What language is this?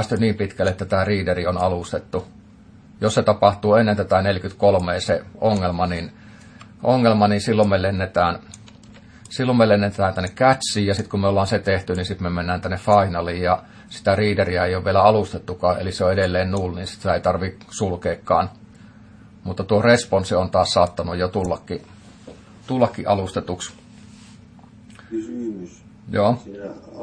Finnish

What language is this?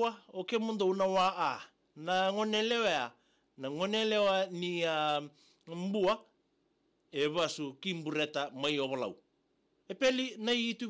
Fijian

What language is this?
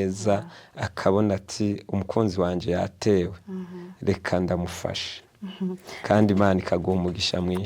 Rundi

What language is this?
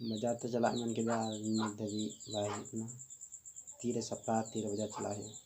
Santali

